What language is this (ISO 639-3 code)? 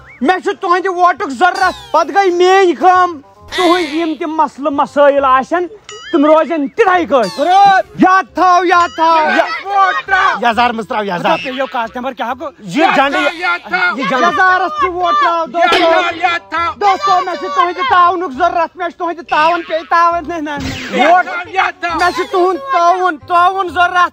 kas